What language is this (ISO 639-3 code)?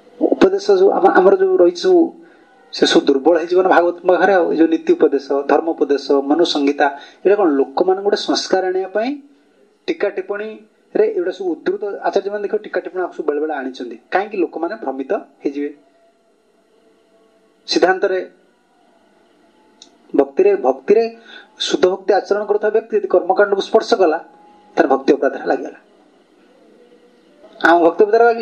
ori